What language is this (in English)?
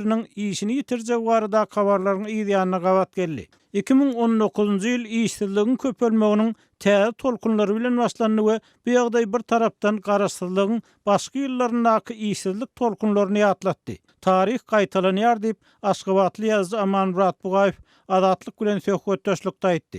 Turkmen